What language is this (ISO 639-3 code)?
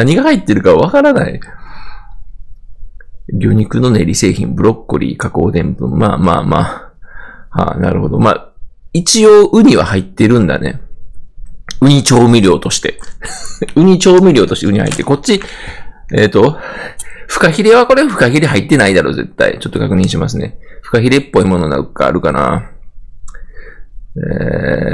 jpn